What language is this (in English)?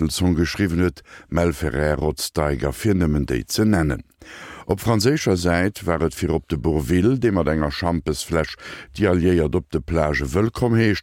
Luxembourgish